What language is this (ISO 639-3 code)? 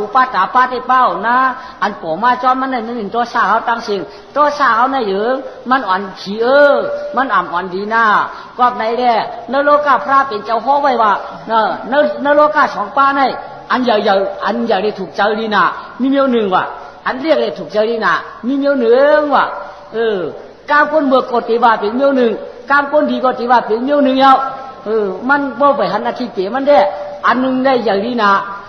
shn